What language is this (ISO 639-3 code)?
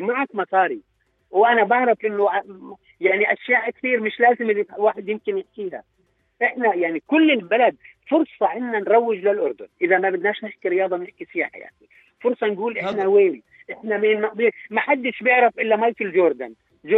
apc